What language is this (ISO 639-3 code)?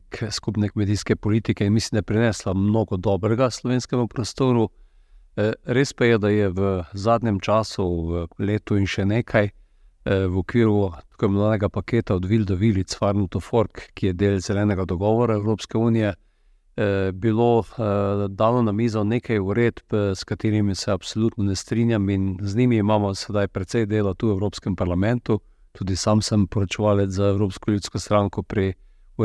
slv